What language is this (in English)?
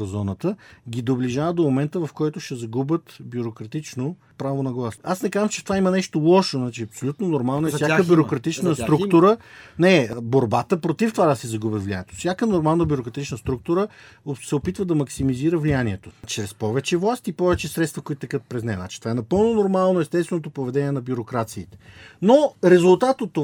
Bulgarian